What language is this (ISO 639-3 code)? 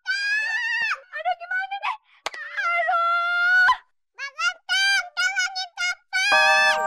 bew